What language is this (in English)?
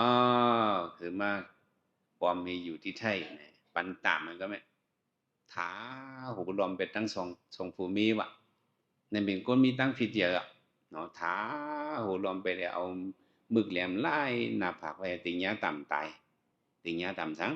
Shan